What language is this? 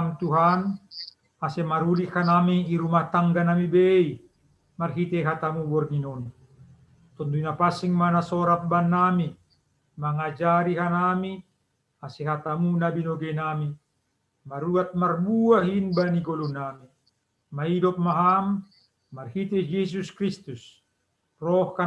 Batak Simalungun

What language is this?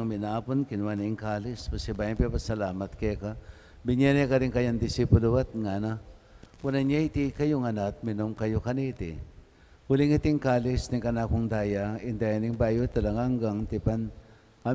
Pampanga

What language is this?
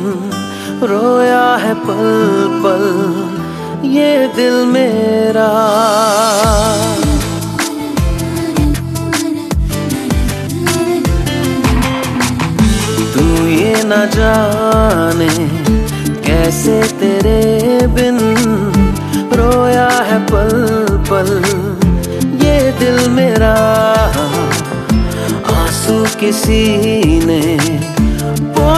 Hindi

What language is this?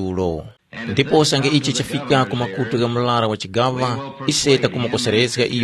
Tumbuka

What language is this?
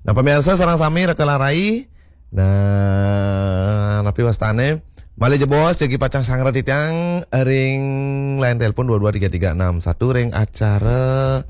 Balinese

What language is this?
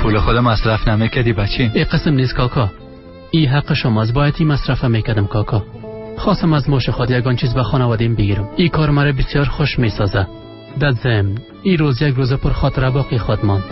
Persian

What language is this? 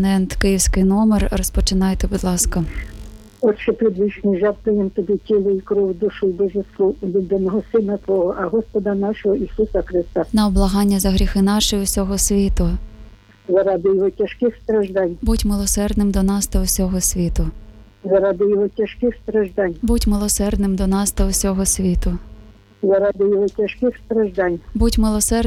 Ukrainian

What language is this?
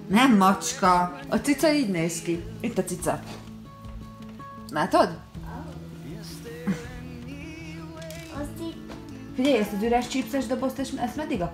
Hungarian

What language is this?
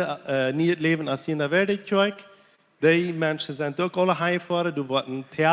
Plautdietsch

